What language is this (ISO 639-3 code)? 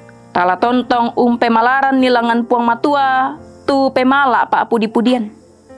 sda